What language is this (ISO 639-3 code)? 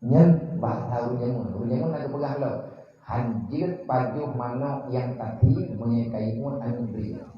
ace